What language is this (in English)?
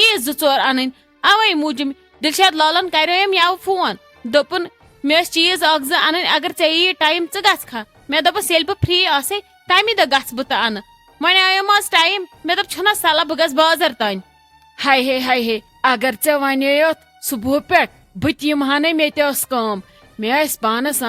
Kashmiri